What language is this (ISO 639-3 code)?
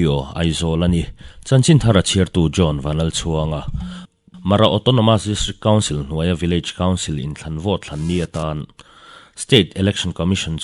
lus